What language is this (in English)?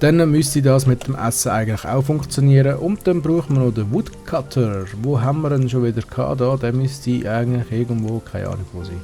Swiss German